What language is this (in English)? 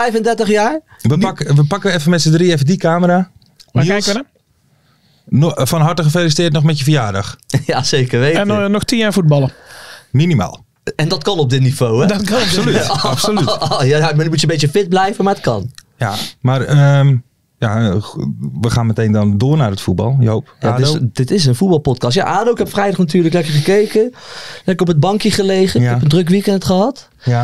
Dutch